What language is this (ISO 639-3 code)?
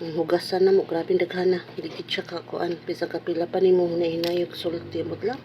ceb